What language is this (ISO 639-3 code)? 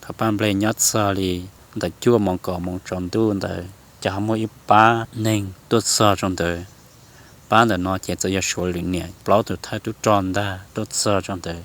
hmn